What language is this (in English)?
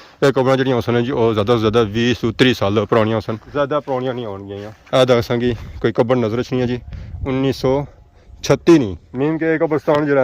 Pahari-Potwari